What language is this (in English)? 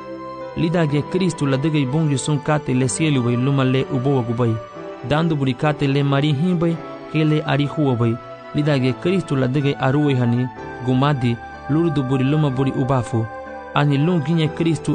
Garifuna